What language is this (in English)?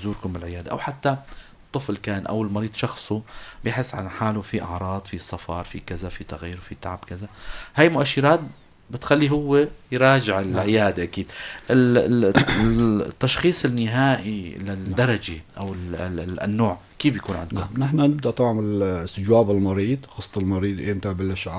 North Levantine Arabic